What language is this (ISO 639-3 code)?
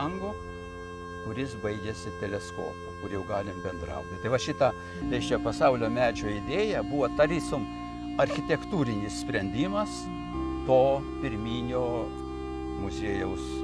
lit